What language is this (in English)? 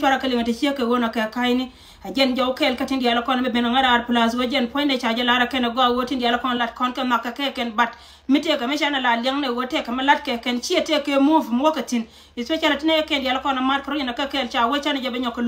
Nuer